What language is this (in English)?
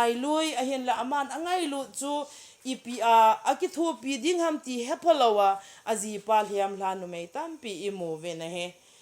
Thado Chin